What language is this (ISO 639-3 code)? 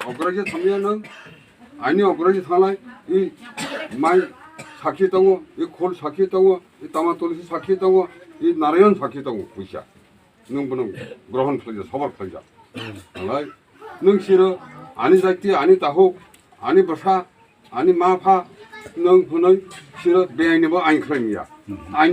trp